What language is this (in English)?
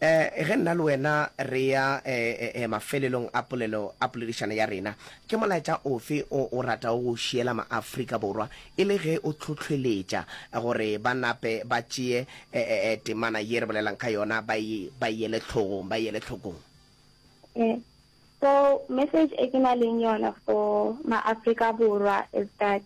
Northern Sotho